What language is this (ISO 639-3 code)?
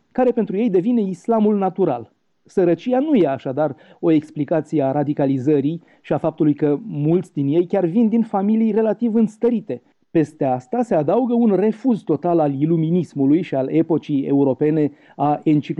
ron